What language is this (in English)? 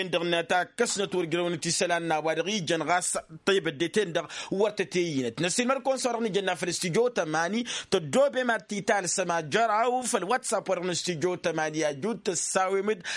Tamasheq